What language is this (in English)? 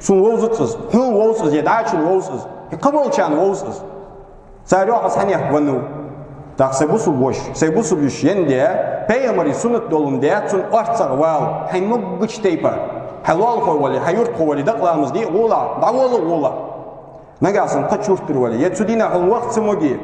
Ingush